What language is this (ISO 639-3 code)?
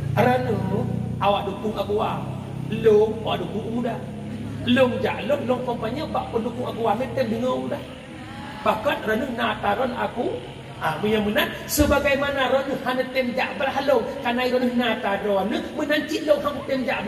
ace